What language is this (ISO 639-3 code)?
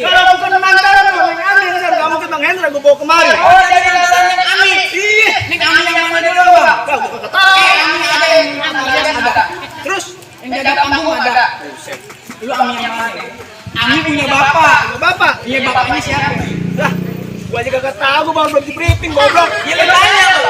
bew